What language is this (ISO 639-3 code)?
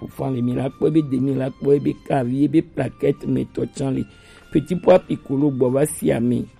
gej